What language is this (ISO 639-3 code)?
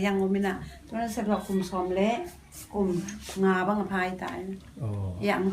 ctd